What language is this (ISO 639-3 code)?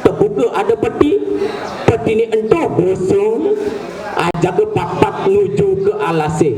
ban